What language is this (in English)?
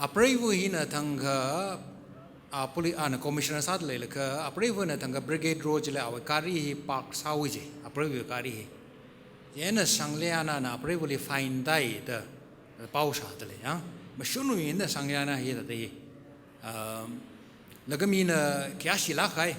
Tangkhul Naga (India)